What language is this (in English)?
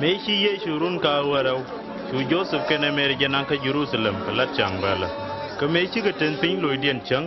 Nuer